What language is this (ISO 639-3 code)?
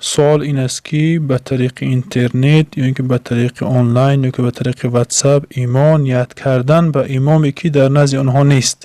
tgk